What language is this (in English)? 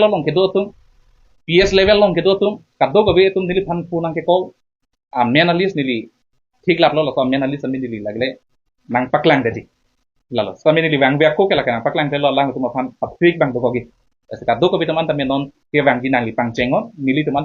Karbi